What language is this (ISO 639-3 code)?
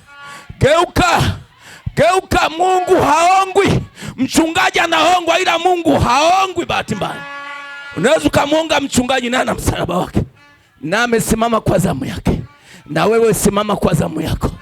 swa